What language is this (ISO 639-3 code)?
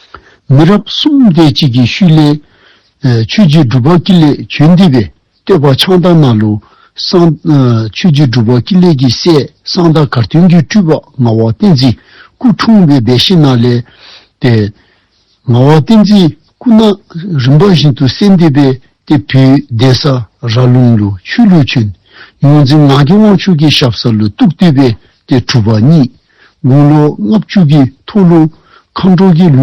dzo